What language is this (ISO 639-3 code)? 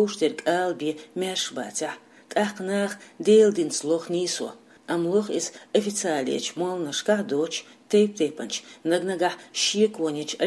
che